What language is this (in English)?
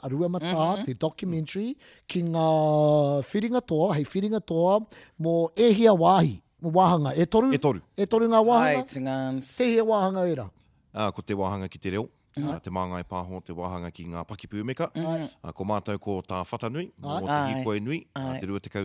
Māori